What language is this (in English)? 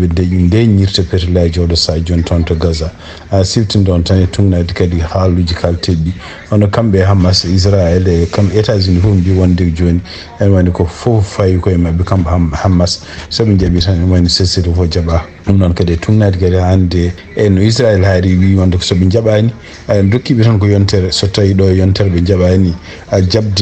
Fula